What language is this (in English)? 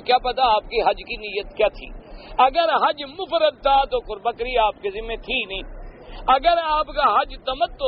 Urdu